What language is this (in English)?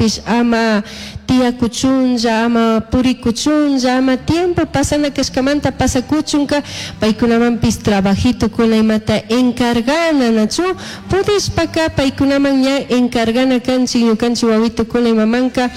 Chimborazo Highland Quichua